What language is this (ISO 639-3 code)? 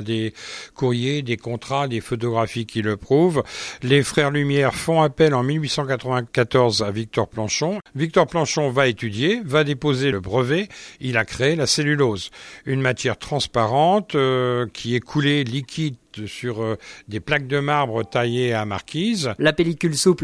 fra